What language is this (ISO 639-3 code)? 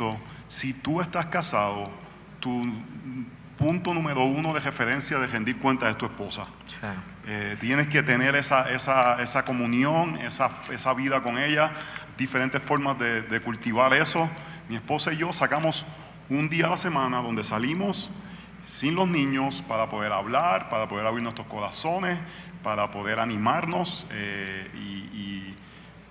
spa